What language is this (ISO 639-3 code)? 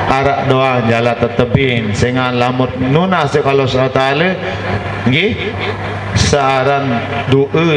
sas